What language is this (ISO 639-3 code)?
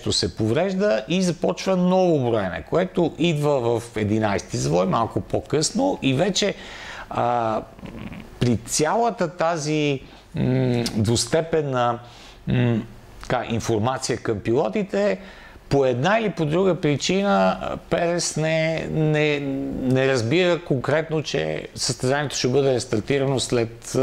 bul